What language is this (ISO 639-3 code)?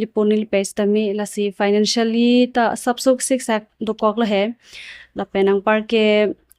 mjw